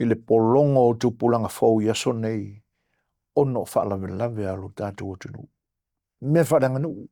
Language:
Samoan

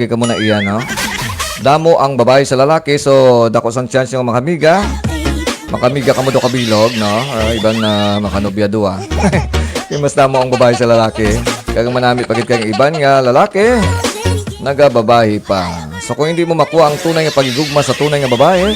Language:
Hiligaynon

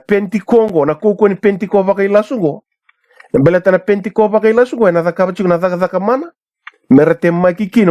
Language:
Fijian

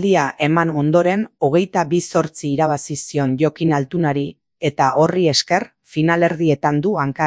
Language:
Basque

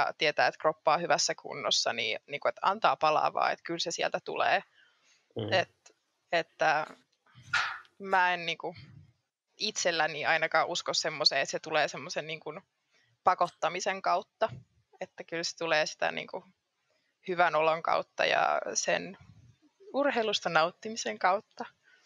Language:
Finnish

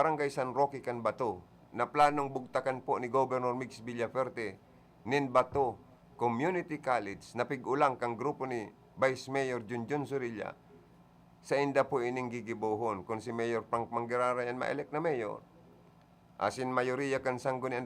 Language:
Bikol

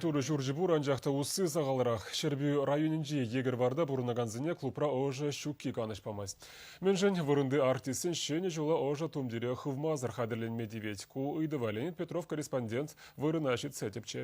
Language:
Chuvash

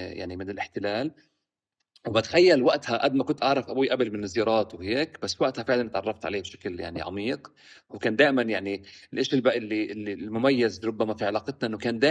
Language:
North Levantine Arabic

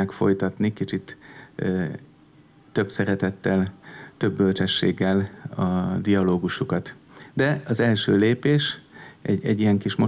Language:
Hungarian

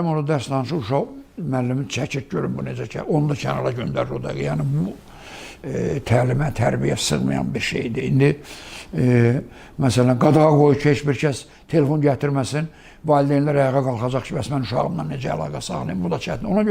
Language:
Azerbaijani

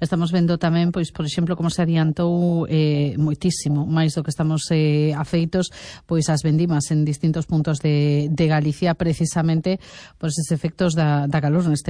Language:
Galician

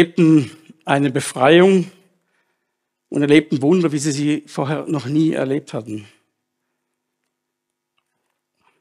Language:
German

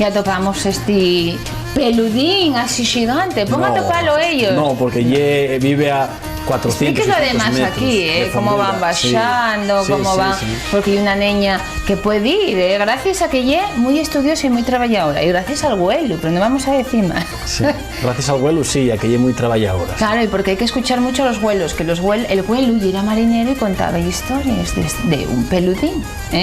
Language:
Asturian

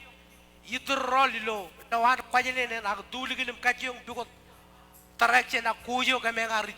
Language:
Marshallese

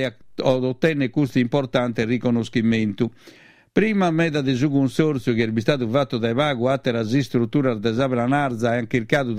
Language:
Sardinian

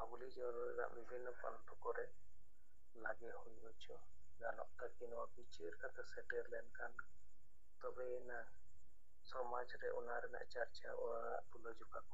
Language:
Santali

